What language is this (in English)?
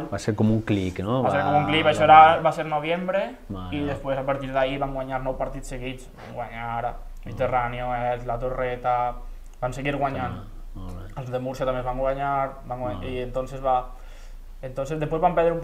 Catalan